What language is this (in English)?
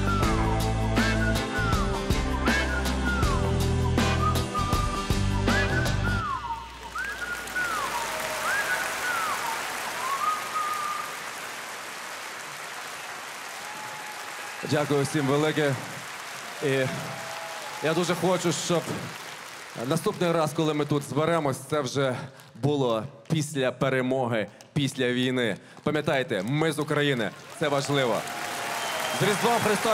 Ukrainian